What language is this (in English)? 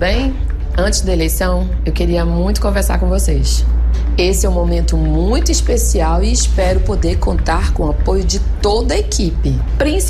Portuguese